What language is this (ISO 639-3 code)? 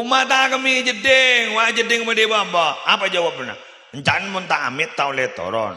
mad